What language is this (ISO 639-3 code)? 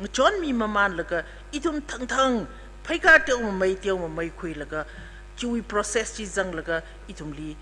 nmf